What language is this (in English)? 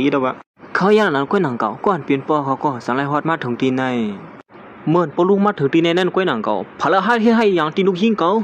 Shan